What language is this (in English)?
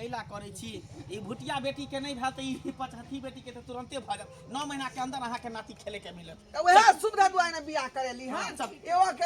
Maithili